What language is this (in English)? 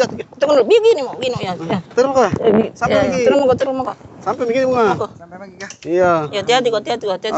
Makassar Malay